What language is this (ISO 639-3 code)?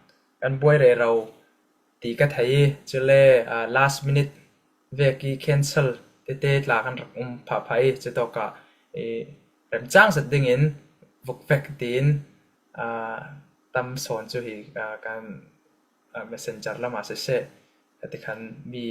cfm